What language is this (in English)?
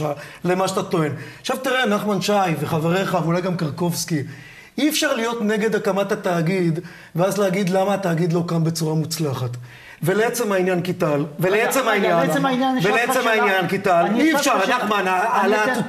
Hebrew